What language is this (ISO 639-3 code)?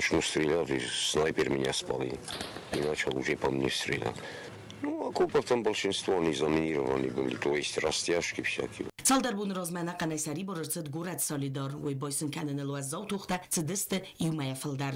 oss